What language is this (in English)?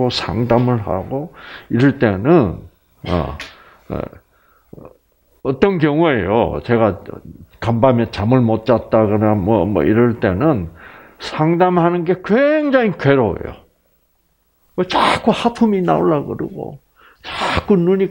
Korean